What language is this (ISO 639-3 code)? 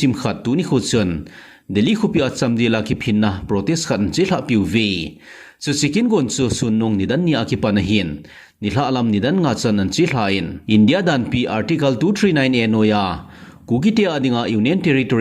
tcz